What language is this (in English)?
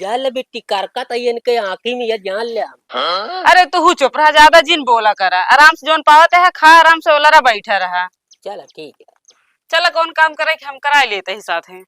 Awadhi